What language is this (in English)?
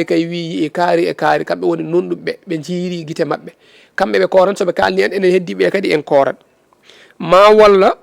Fula